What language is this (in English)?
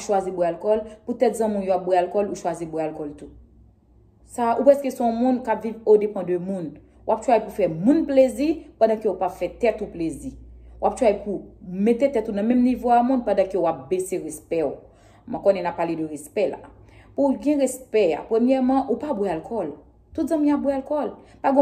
Haitian Creole